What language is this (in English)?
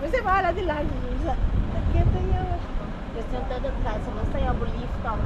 Papiamento